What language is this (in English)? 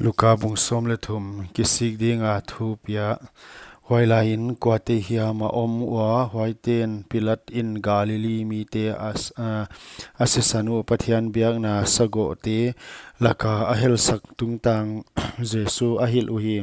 Paite Chin